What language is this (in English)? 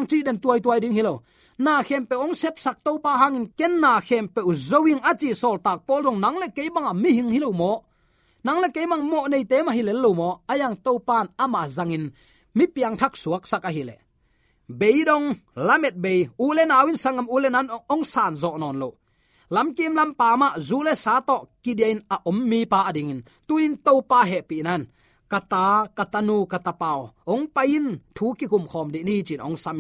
Tedim Chin